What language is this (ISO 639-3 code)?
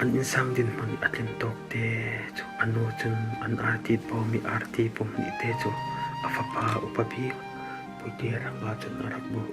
cfm